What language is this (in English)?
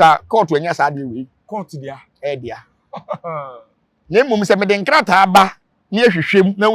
Akan